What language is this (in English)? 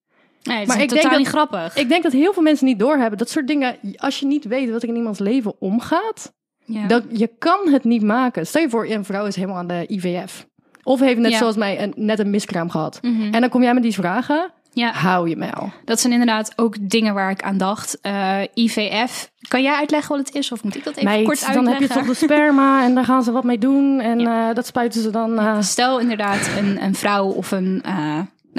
Dutch